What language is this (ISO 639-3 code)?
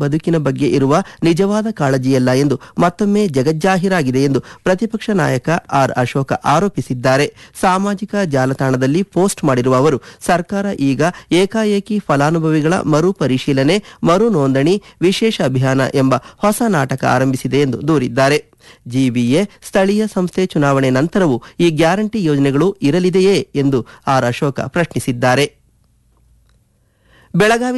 kan